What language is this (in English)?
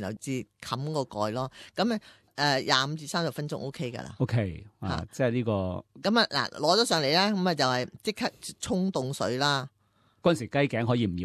Cantonese